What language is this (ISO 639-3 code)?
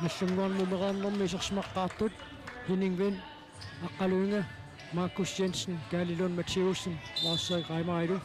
kal